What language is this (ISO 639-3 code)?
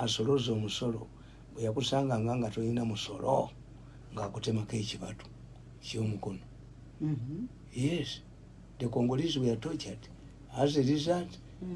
lug